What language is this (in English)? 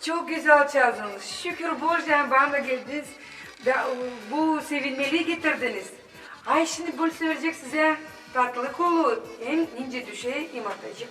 Gagauz